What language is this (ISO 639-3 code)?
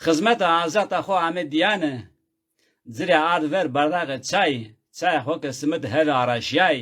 zza